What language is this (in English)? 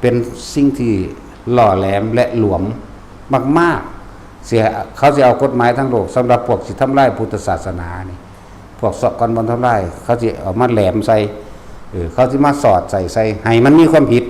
Northeastern Thai